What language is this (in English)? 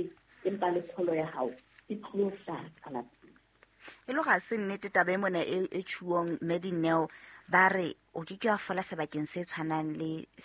Southern Sotho